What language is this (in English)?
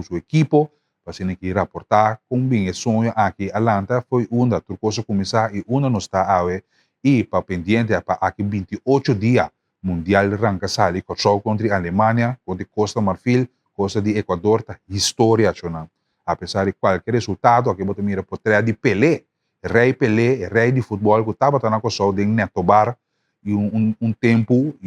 Papiamento